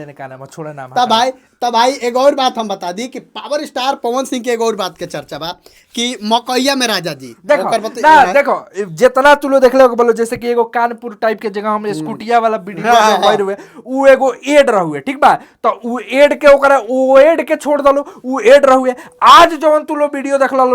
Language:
Bhojpuri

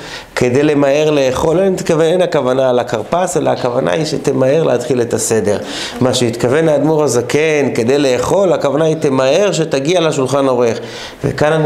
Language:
Hebrew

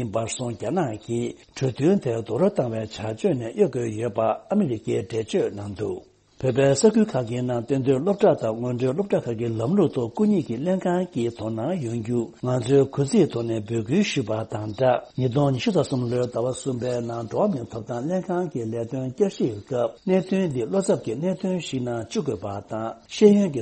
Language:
Tibetan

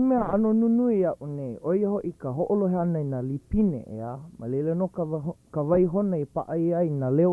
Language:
Hawaiian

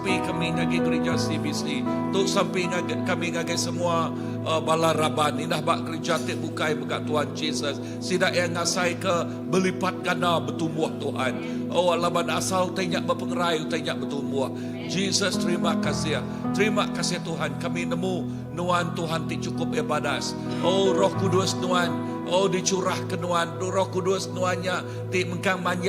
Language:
Iban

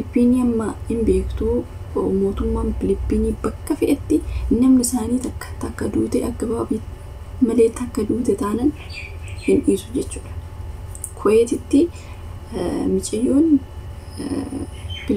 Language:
Oromo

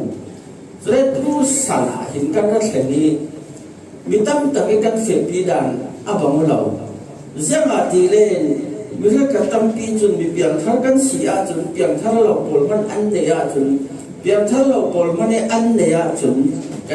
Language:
Falam Chin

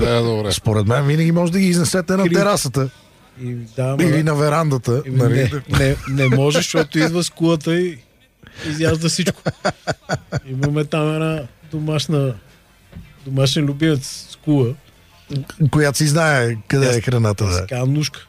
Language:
Bulgarian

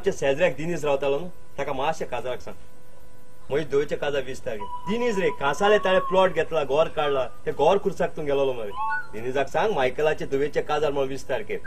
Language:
Konkani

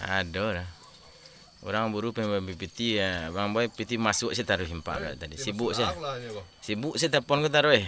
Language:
Minangkabau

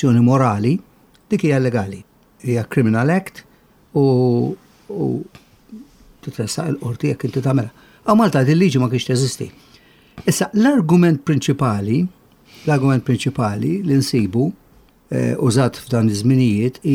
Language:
Maltese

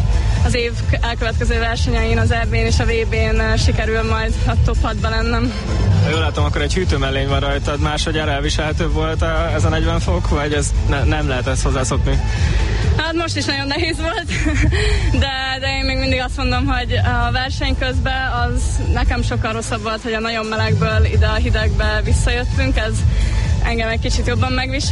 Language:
Hungarian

